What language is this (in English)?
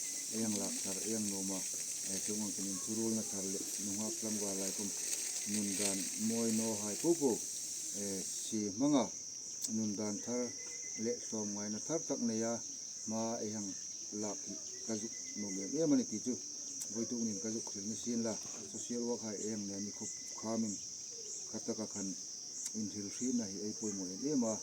Hmar